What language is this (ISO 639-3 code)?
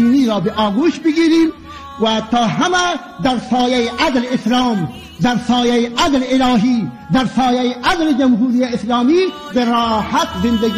fas